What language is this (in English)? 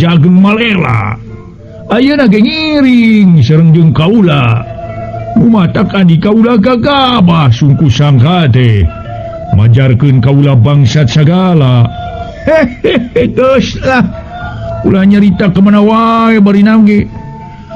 Sundanese